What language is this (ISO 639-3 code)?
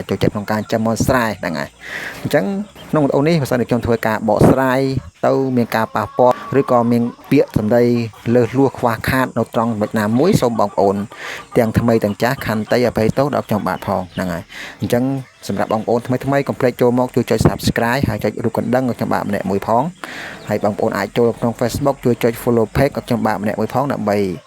khm